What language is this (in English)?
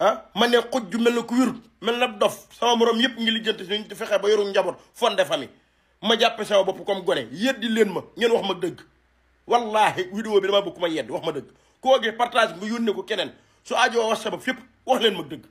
Wolof